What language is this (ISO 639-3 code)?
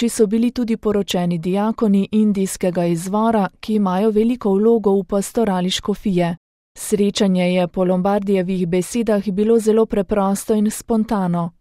slv